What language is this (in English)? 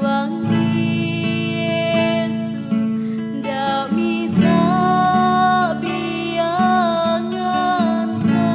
Toraja-Sa'dan